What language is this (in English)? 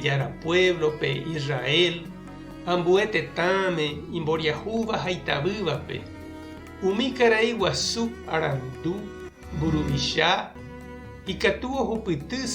Guarani